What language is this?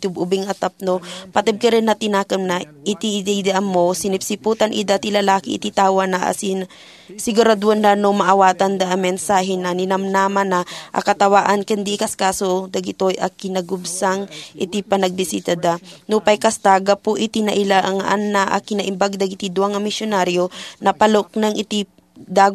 Iloko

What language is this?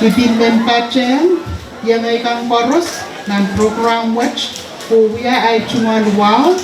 Pohnpeian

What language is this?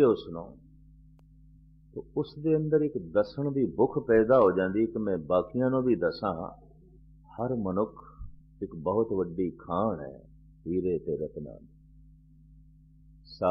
Punjabi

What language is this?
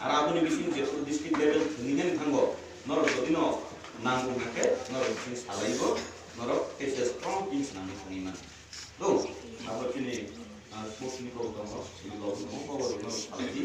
Kok Borok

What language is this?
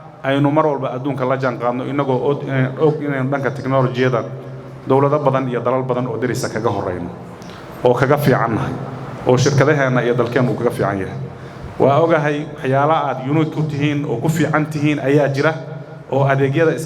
Somali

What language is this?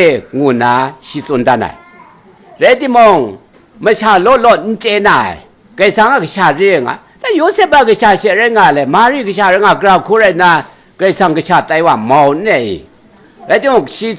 Kachin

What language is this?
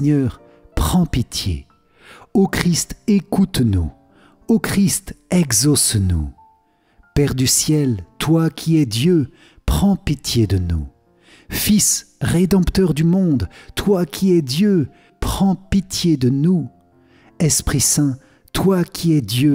French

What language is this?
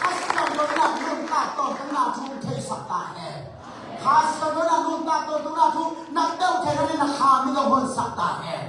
Tedim Chin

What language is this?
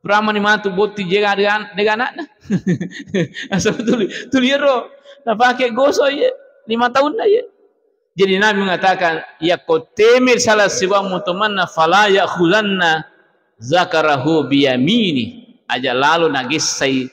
Buginese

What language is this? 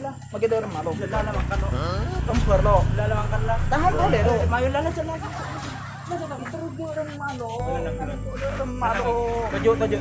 Madurese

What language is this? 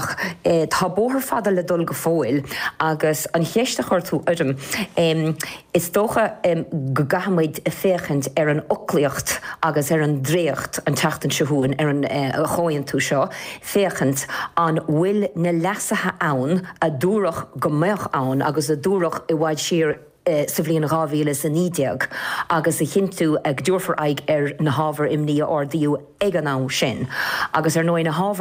Irish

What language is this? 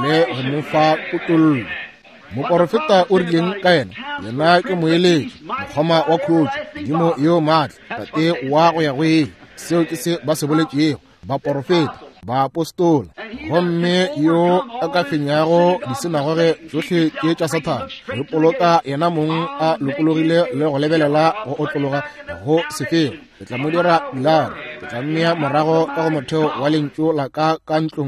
Northern Sotho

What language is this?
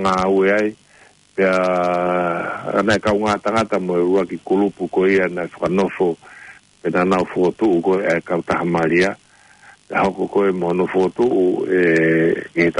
Tongan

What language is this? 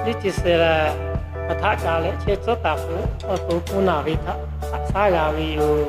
Lahu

